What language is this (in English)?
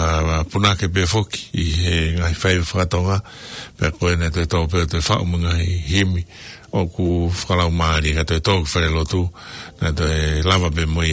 Tongan